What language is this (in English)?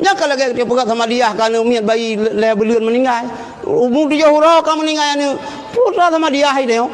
Achinese